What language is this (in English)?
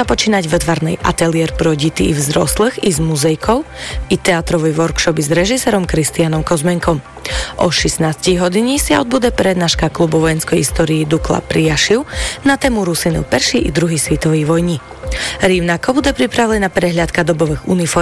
Slovak